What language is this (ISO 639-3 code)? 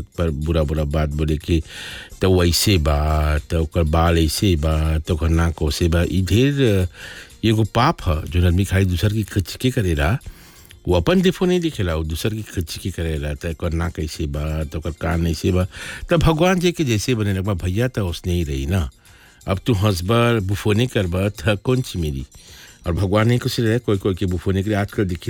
bho